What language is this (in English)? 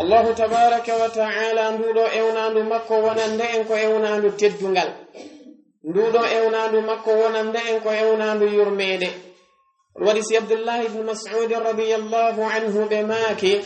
Fula